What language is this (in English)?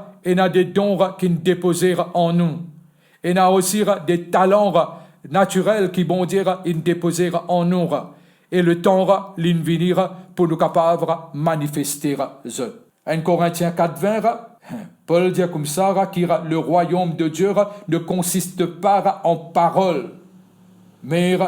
Morisyen